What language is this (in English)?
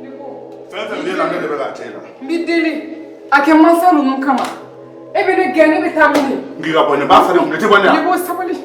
Bambara